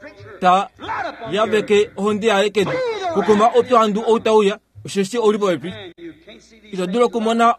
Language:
Kuanyama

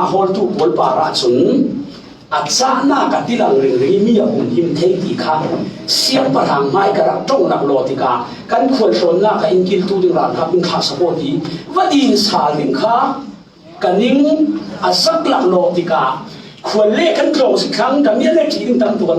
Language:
Falam Chin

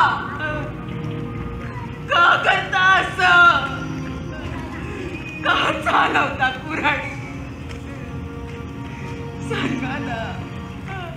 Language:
Marathi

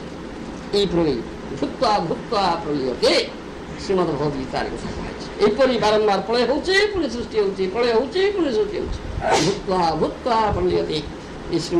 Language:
Odia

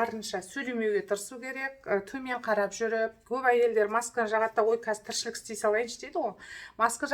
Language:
Kazakh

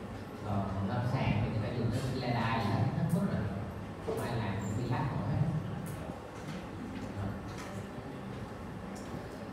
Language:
Vietnamese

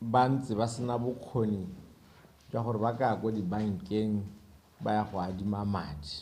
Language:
Tswana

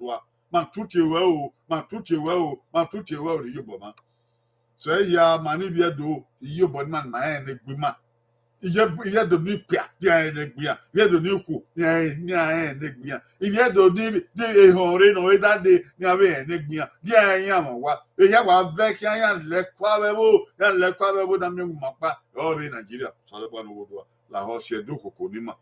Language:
Bini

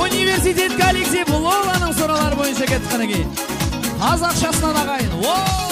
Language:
Kara-Kalpak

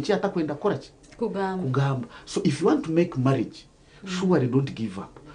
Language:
Nyankole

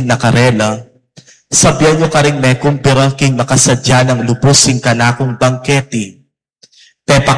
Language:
Pampanga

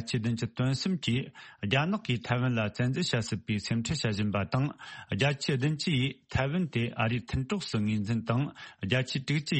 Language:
Tibetan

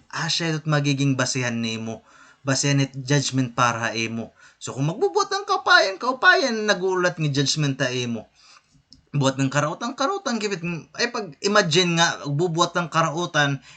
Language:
Waray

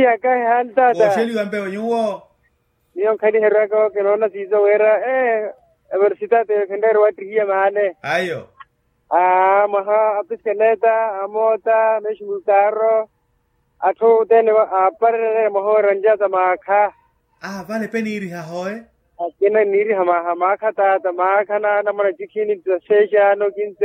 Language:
Makhuwa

